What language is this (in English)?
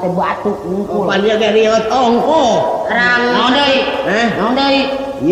Sundanese